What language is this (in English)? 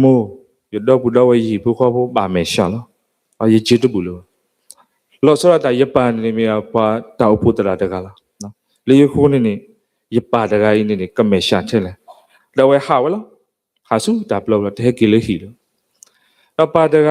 S'gaw Karen